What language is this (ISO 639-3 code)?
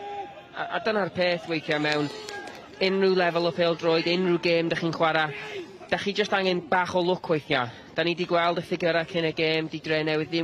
cym